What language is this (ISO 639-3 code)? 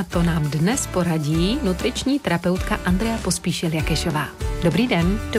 ces